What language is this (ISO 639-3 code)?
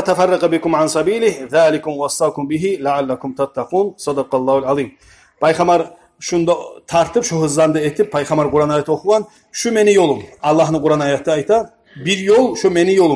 kum